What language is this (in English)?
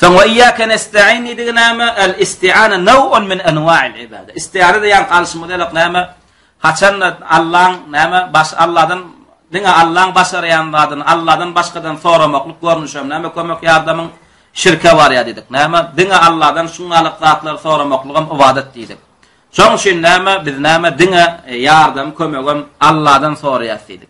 Turkmen